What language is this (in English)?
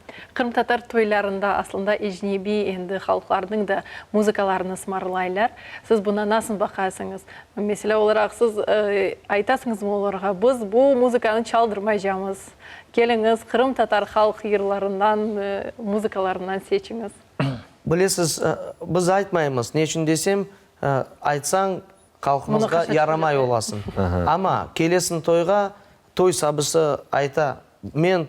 Crimean Tatar